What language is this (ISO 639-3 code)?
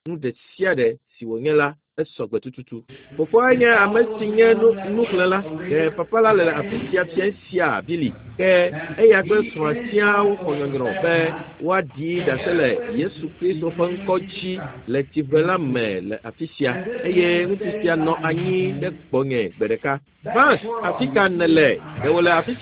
ewe